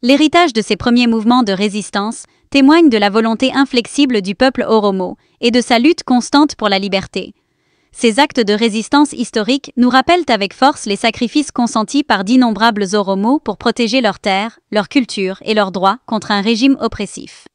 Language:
French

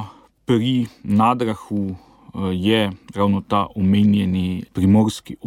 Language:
Slovenian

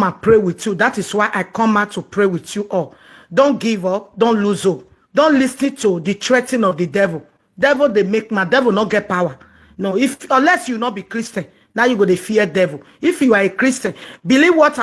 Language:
Nigerian Pidgin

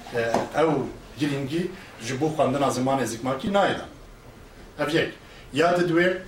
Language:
Kurdish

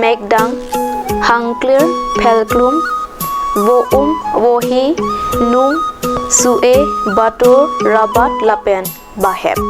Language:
Karbi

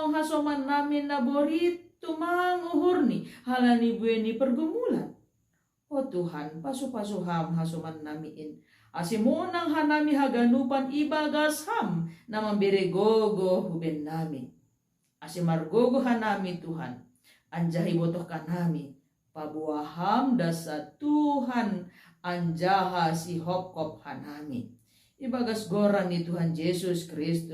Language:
Batak Simalungun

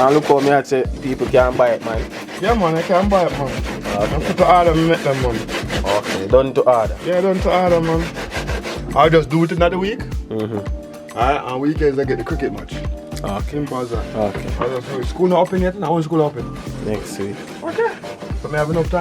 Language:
Jamaican Creole English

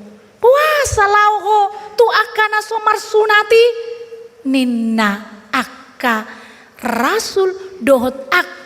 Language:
Batak Toba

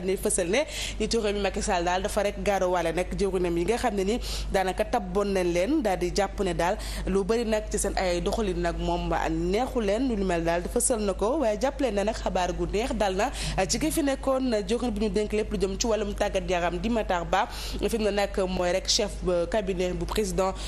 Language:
Wolof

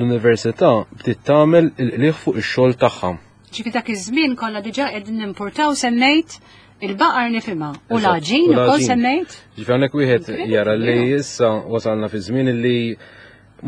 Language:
Maltese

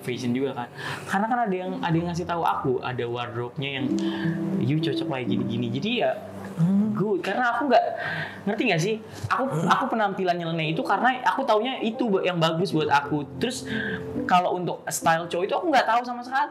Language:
Indonesian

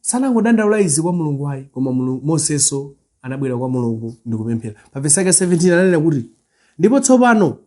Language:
Nyanja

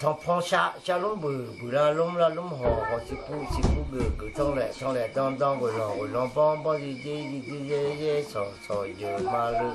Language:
Akha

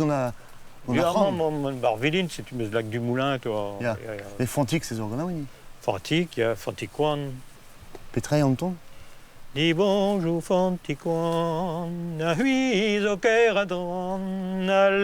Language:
Breton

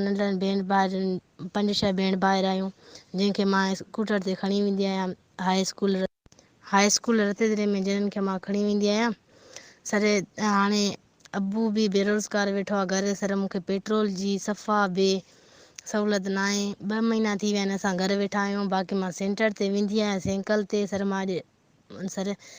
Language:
Sindhi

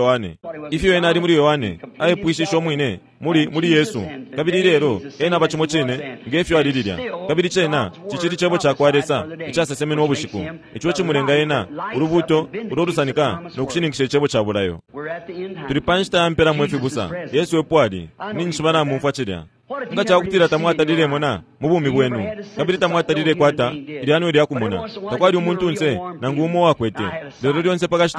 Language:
Bemba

